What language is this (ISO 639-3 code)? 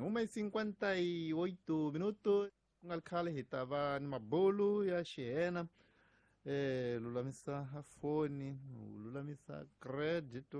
tso